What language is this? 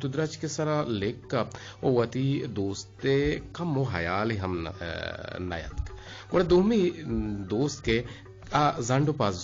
Eastern Balochi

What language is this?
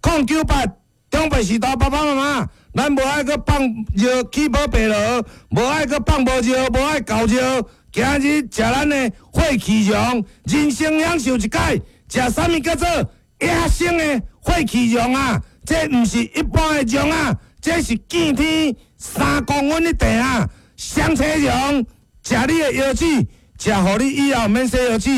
Min Nan Chinese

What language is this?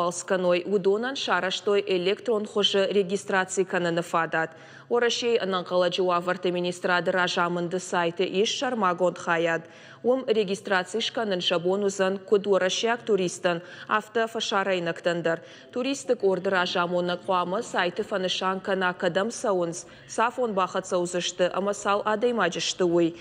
Ossetic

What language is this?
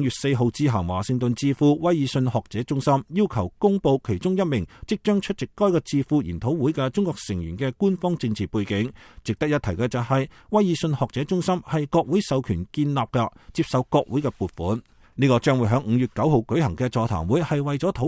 Cantonese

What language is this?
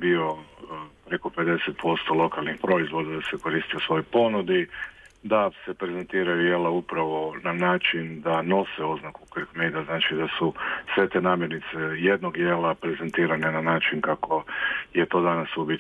Croatian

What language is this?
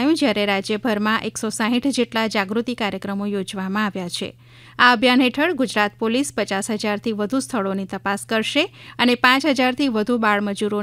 Gujarati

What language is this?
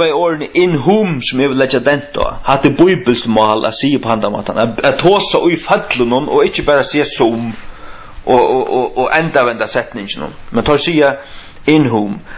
Faroese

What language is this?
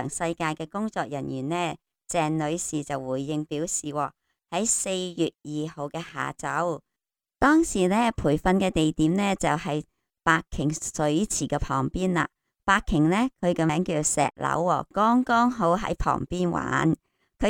Cantonese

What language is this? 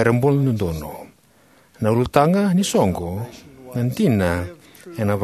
Fijian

